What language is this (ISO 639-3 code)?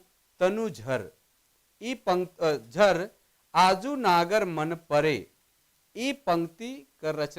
sck